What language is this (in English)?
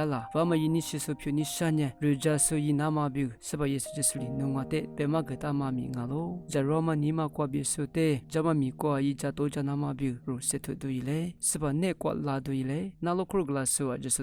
Lisu